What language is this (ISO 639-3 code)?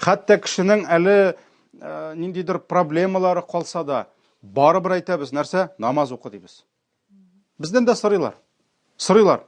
tat